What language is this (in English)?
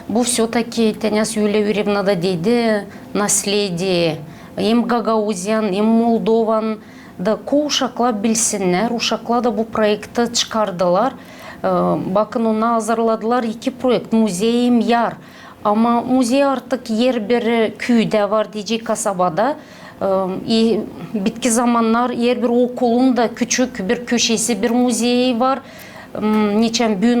Gagauz